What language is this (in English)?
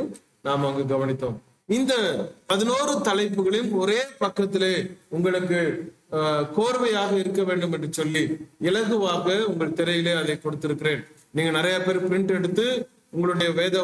Tamil